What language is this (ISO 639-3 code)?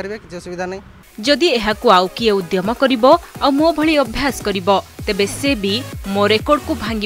ori